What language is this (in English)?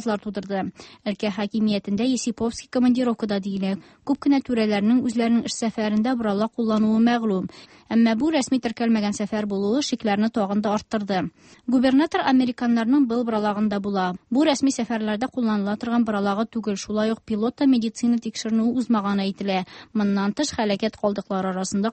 Tatar